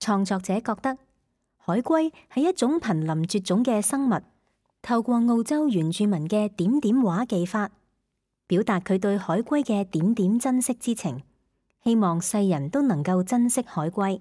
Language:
Cantonese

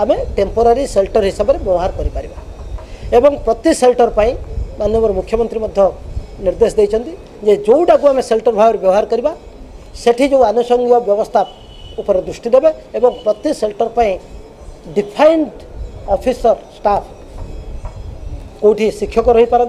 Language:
Odia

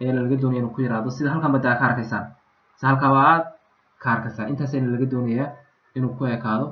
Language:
Somali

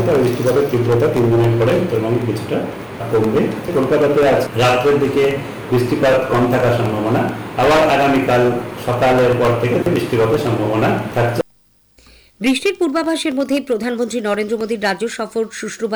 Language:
Bangla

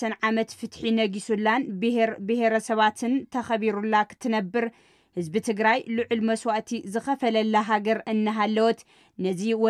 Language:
Tigrinya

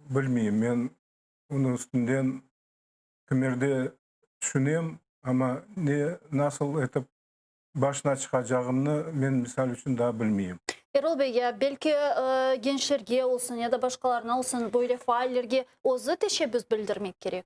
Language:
Crimean Tatar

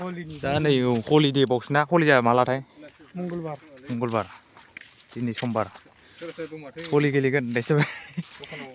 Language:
Bodo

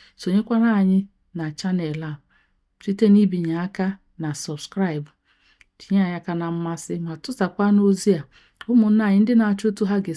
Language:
Igbo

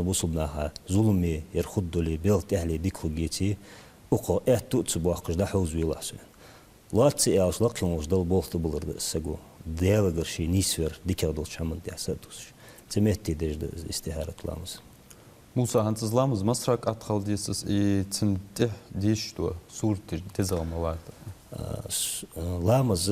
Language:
Ingush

